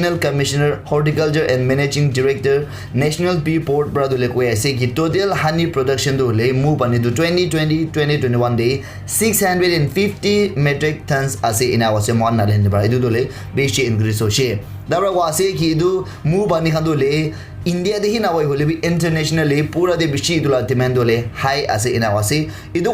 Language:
Naga Pidgin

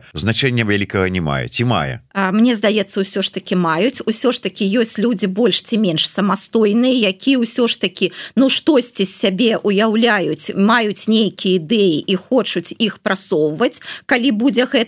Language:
Belarusian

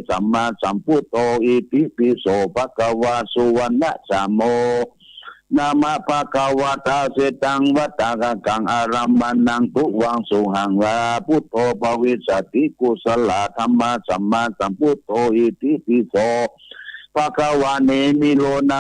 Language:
Pali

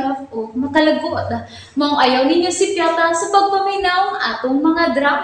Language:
Cebuano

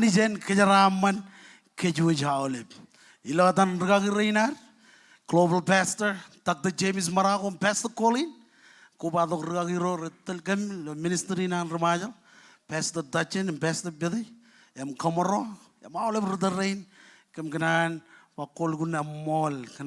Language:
Marshallese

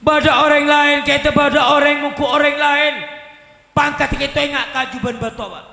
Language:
Madurese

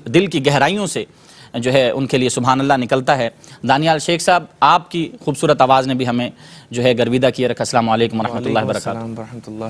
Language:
Urdu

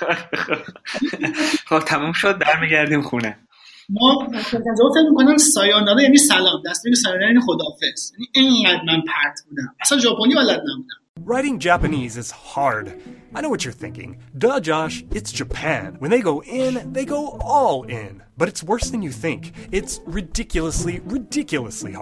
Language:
Persian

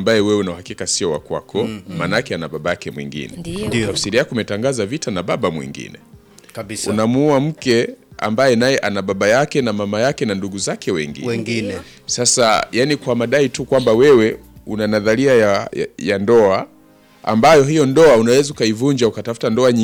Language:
Swahili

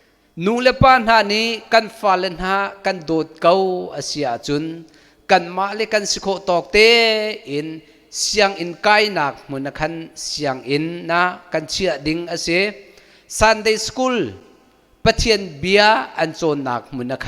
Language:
Hakha Chin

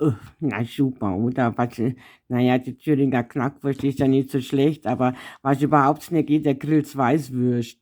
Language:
Bavarian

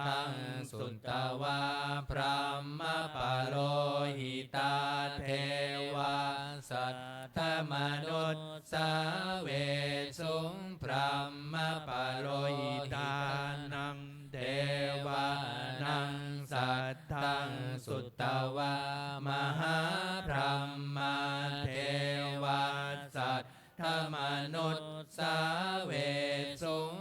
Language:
Pali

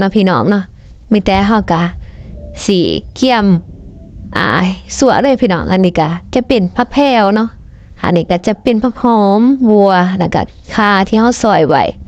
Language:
Lao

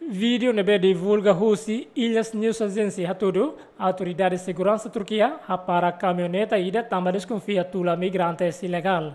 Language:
Tetum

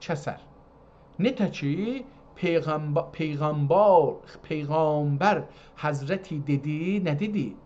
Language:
South Azerbaijani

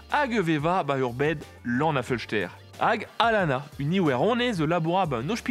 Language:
Breton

